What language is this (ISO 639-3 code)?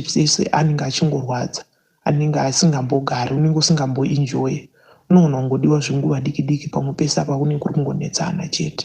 sna